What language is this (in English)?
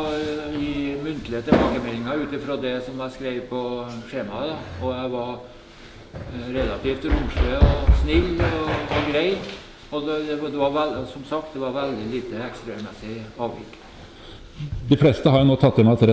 Norwegian